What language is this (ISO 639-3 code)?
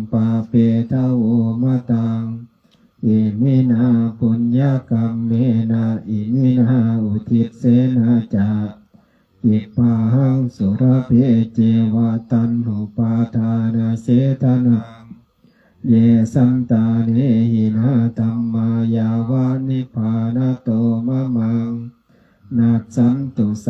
pli